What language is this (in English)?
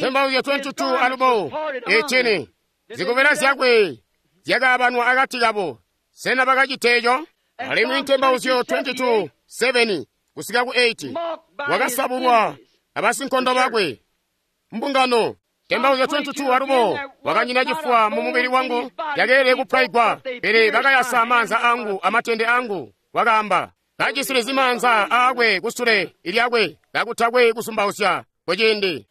Tonga (Zambia)